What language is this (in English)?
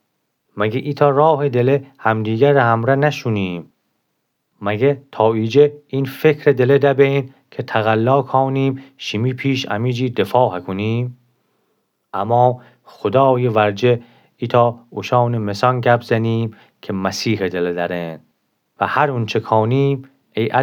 Gilaki